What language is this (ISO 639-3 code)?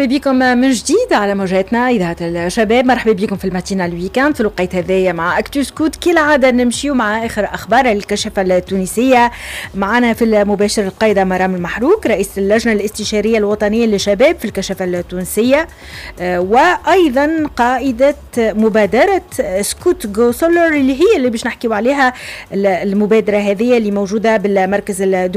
aeb